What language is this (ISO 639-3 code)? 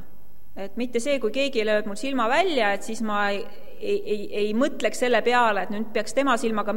est